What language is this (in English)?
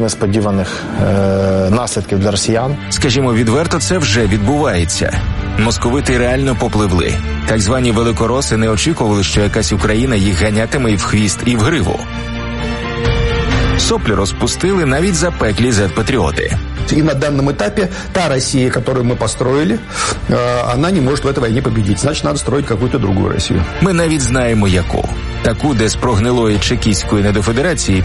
Ukrainian